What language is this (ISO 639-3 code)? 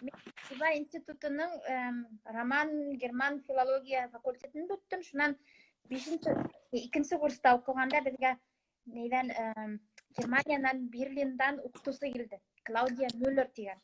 bak